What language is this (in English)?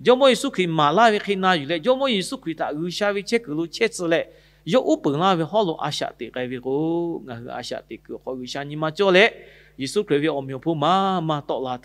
Lahu